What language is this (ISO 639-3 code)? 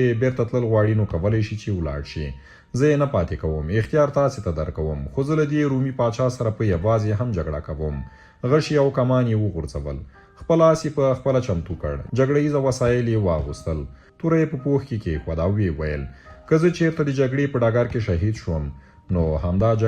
pus